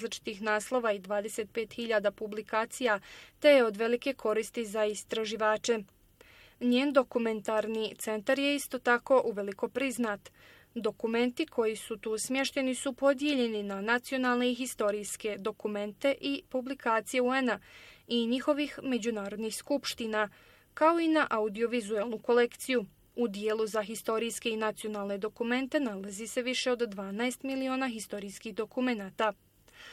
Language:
Bosnian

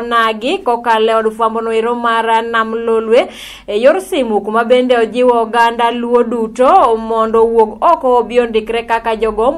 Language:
Luo (Kenya and Tanzania)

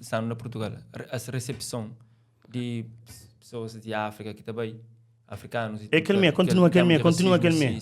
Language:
Kabuverdianu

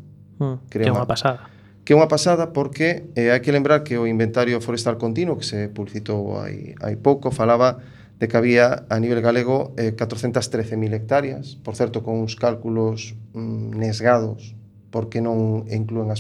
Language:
Galician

